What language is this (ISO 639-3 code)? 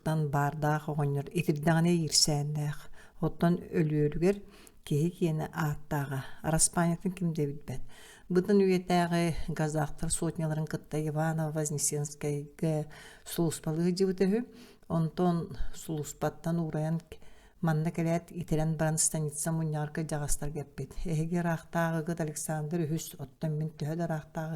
sah